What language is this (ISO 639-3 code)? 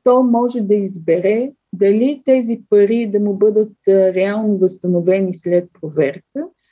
bul